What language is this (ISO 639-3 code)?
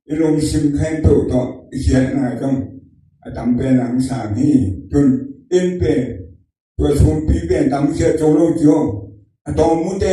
ctd